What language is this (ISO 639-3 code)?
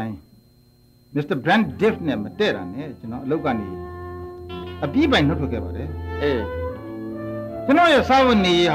mya